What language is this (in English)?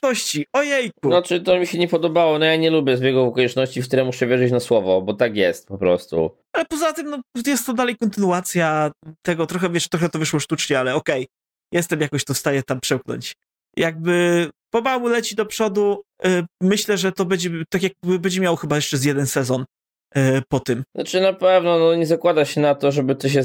Polish